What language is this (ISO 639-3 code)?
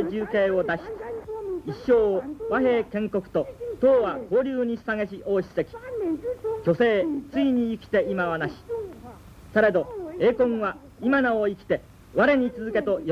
jpn